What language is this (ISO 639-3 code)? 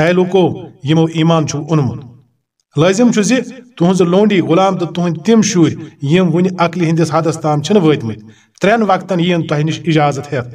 kas